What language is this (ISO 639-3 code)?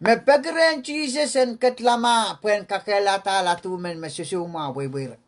pon